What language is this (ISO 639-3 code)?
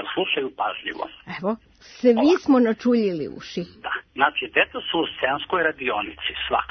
srp